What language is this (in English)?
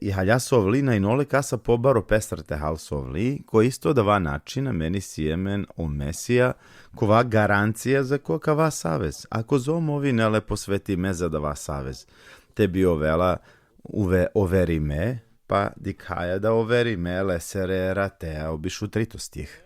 Balkan Romani